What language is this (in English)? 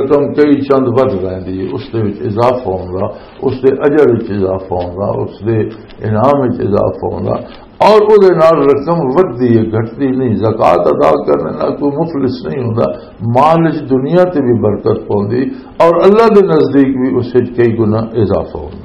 Western Panjabi